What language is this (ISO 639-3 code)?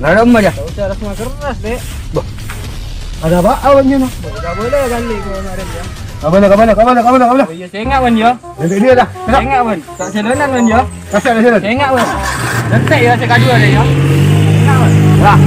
mad